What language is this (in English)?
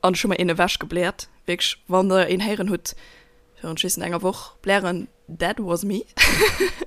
Luxembourgish